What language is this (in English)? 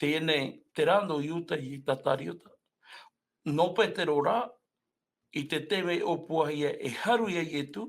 Tahitian